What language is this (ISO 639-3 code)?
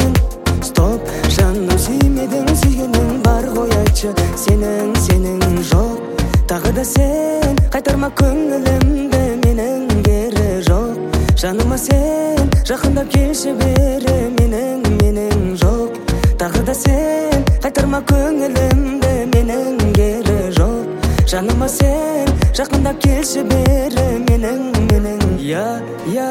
kaz